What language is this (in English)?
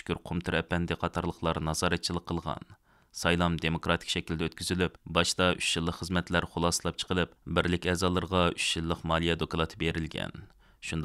Uyghur